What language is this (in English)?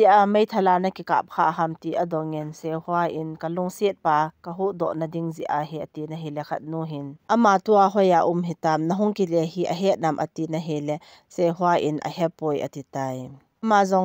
Thado Chin